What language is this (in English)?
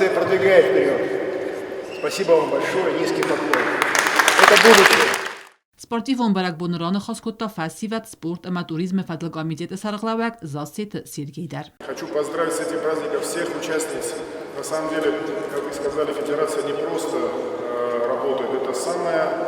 Ossetic